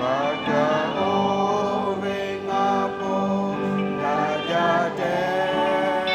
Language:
Lahu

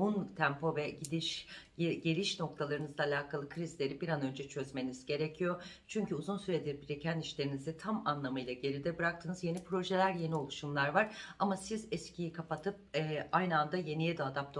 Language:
Turkish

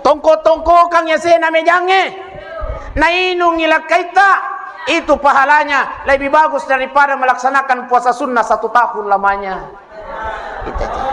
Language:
Buginese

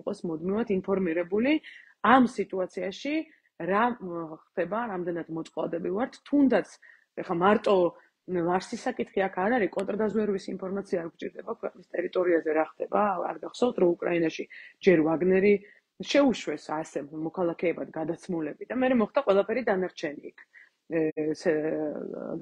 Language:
Georgian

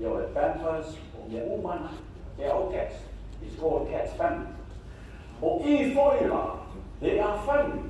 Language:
Samoan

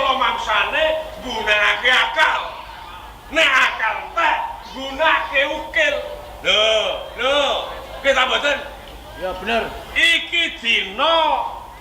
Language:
Javanese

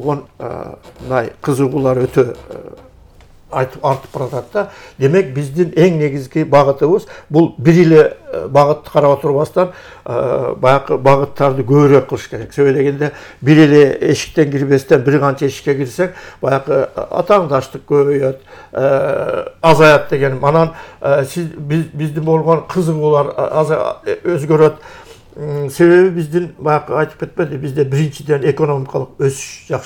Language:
Kyrgyz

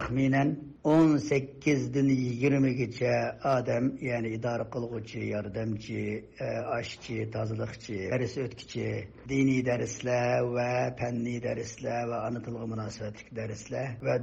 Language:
Uyghur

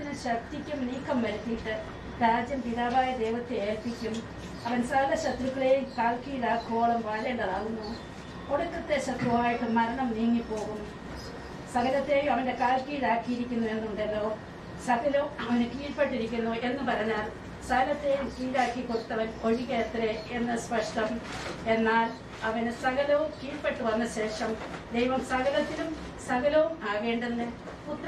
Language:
Malayalam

